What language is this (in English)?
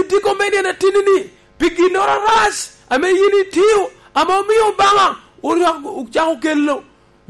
Lango (Uganda)